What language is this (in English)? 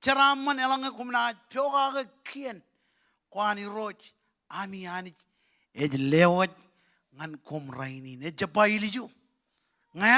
Marshallese